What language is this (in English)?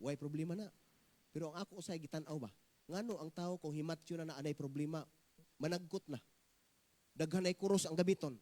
Cebuano